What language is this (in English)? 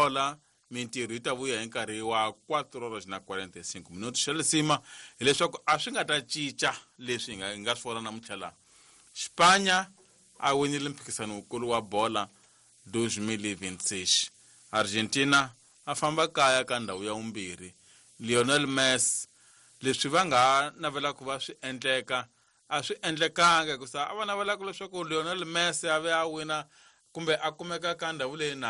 Tsonga